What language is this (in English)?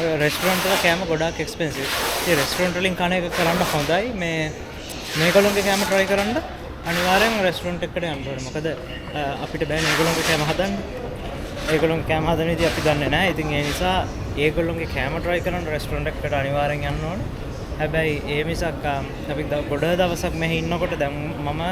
Sinhala